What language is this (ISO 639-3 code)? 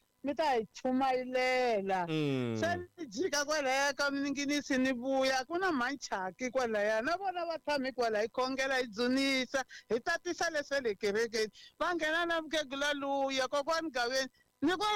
tso